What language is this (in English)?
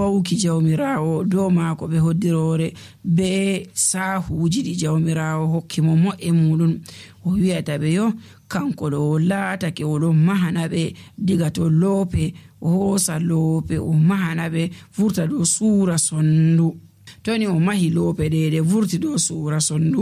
Nigerian Fulfulde